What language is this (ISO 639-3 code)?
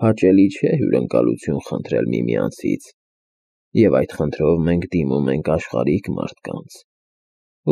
hye